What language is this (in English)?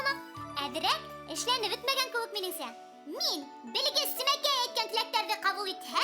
Bashkir